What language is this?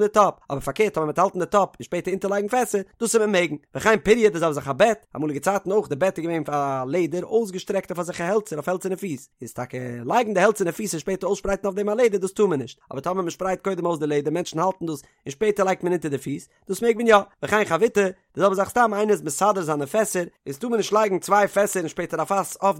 Yiddish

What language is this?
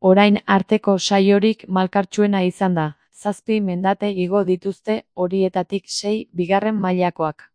Basque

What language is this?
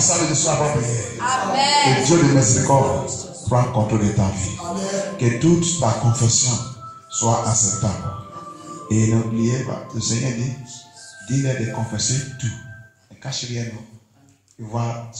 French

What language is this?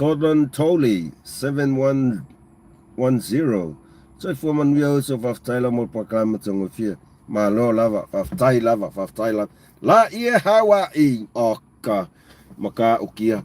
Samoan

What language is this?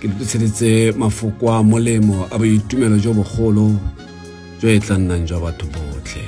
Tswana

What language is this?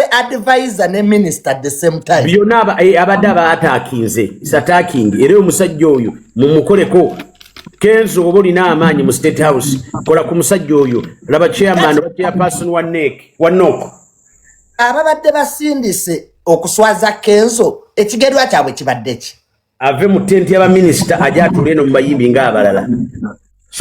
Ganda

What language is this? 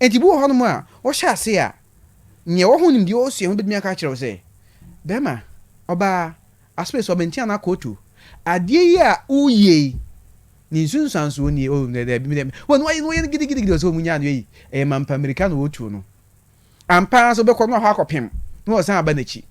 Akan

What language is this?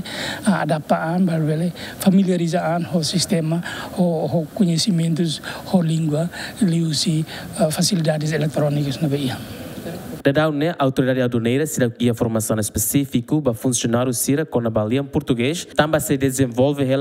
Tetum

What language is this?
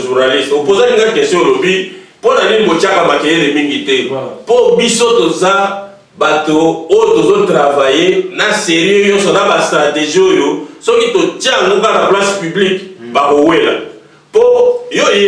Lingala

